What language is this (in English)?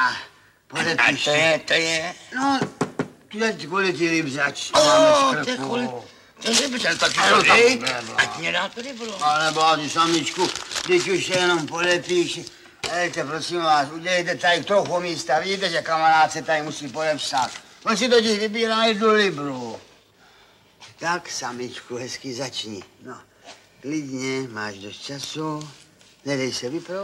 Czech